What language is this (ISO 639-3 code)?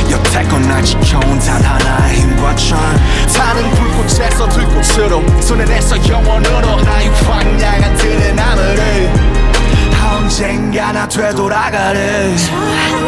kor